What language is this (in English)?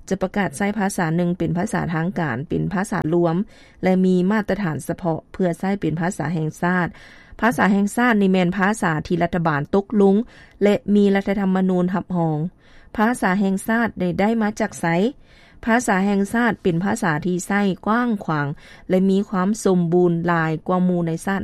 Lao